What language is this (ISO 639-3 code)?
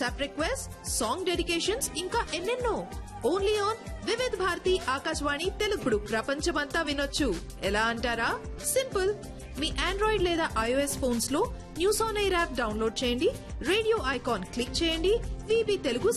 tel